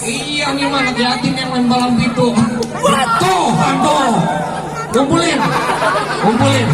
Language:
Betawi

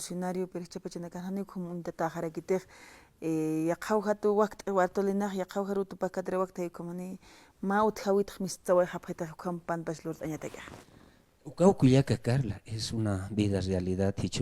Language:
Aymara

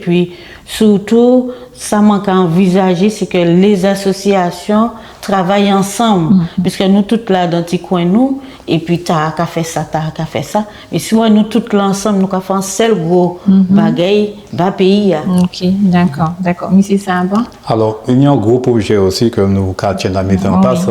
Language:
Guadeloupean Creole French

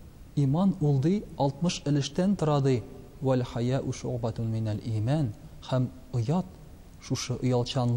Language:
Tatar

